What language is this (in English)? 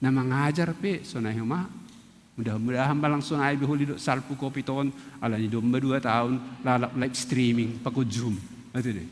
Batak Simalungun